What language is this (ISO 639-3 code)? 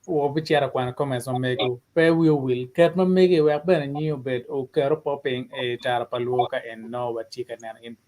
ach